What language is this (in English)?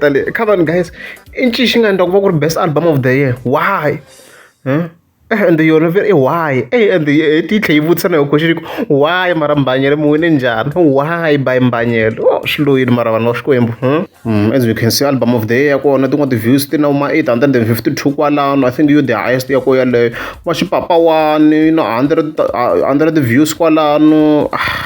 Tsonga